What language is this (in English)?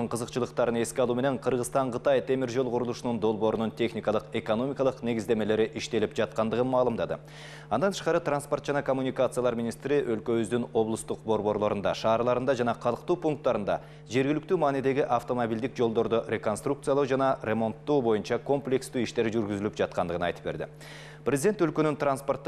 Kyrgyz